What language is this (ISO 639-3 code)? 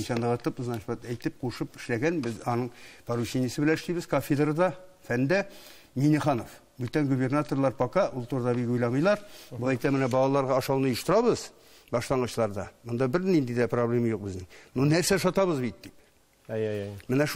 tat